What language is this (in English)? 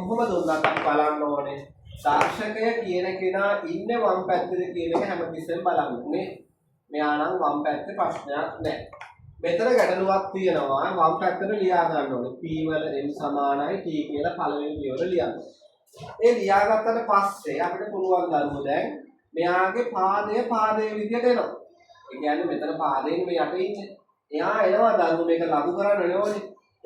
Sinhala